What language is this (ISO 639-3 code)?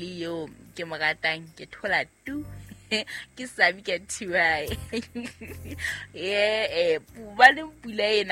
sot